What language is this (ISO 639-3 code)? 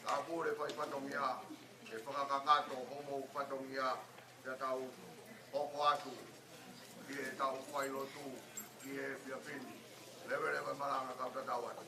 ton